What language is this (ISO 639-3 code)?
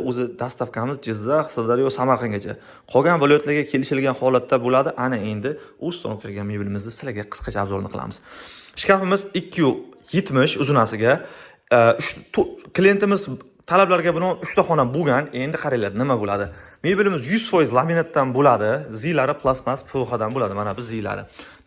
uzb